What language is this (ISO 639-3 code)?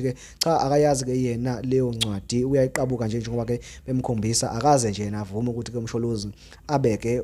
zul